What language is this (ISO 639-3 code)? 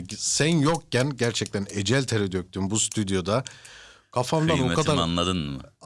tur